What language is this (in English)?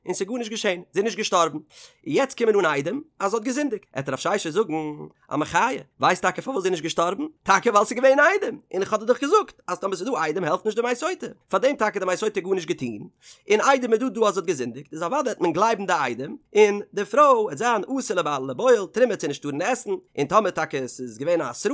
Yiddish